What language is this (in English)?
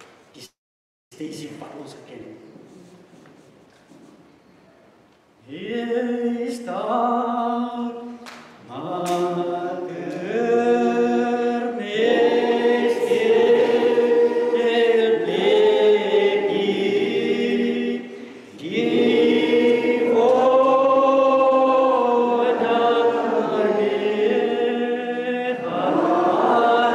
Afrikaans